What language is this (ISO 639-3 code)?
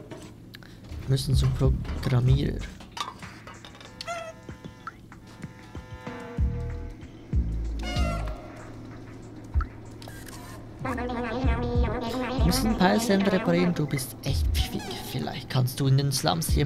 deu